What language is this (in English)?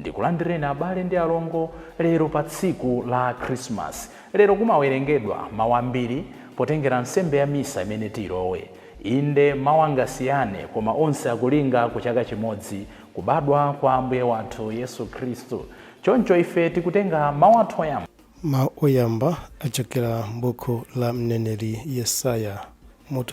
Nyanja